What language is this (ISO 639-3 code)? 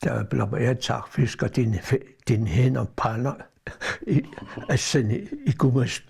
kal